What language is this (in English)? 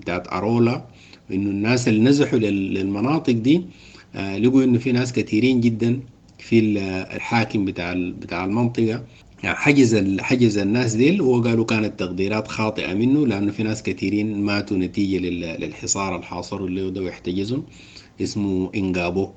Sudanese Arabic